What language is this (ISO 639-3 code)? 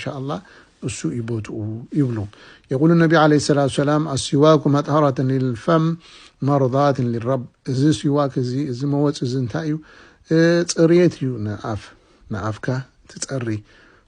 tir